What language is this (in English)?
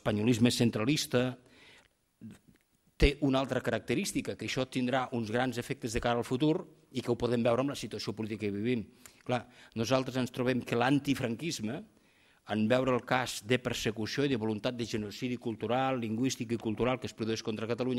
Catalan